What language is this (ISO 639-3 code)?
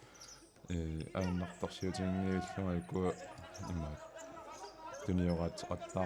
kal